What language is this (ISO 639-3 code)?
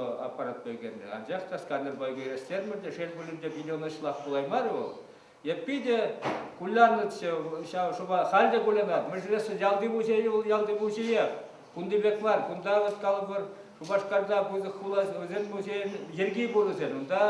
chv